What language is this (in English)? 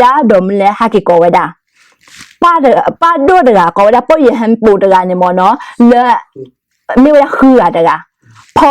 S'gaw Karen